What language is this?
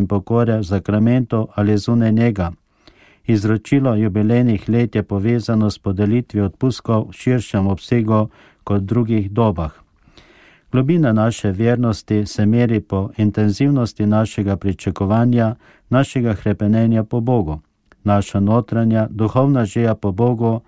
Slovenian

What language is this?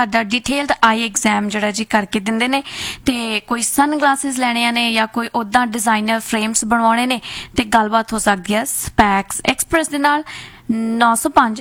Punjabi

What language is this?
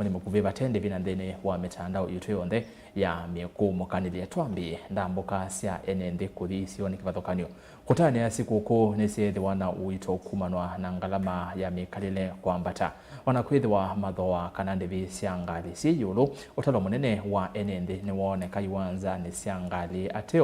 Kamba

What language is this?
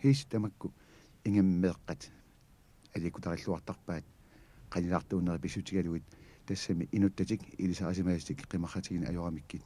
Kalaallisut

